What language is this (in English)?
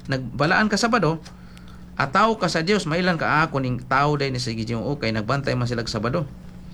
Cebuano